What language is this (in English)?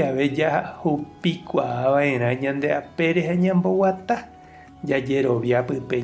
Guarani